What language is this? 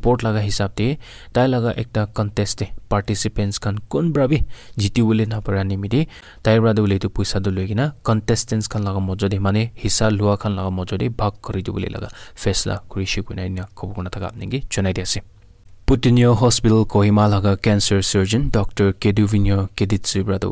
Naga Pidgin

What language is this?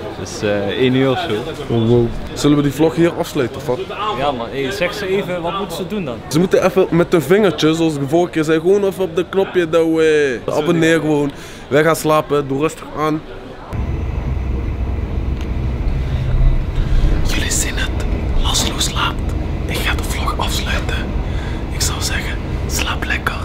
Dutch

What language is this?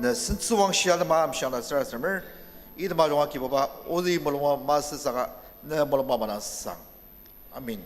Ao Naga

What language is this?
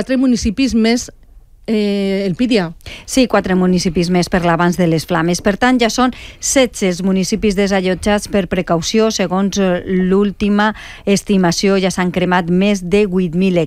Catalan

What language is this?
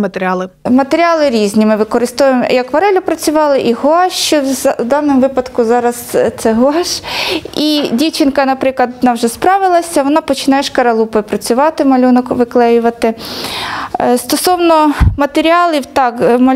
Ukrainian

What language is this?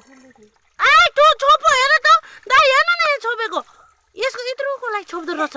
Nepali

